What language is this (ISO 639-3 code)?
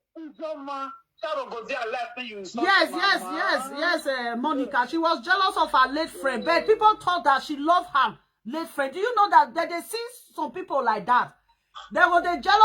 pcm